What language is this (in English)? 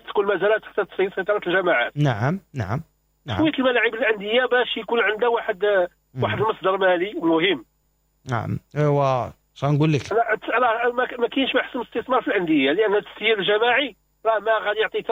Moroccan Arabic